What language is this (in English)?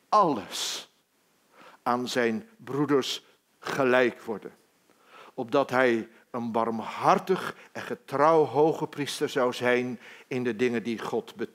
Dutch